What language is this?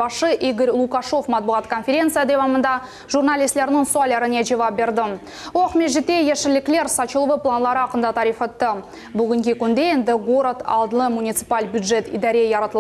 Crimean Tatar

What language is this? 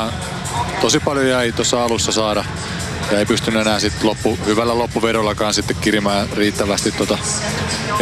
Finnish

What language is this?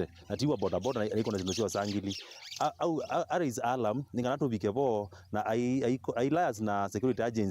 Kamba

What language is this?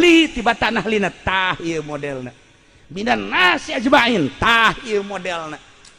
Sundanese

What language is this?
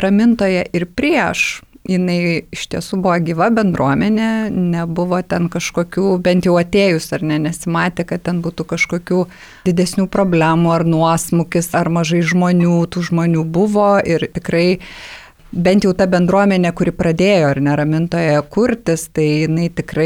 Lithuanian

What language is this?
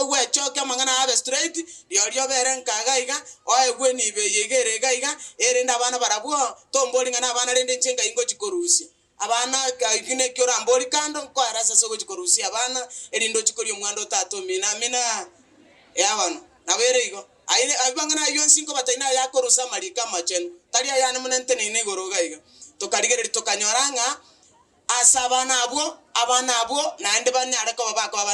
Gusii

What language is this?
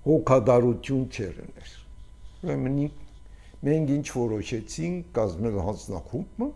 Armenian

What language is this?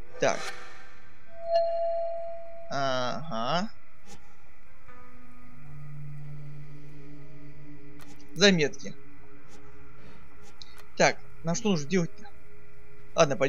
Russian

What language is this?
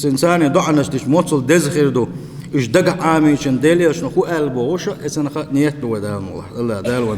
Chechen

